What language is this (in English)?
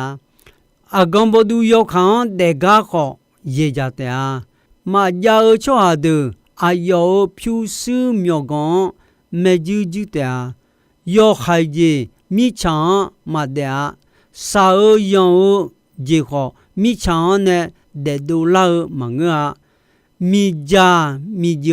Akha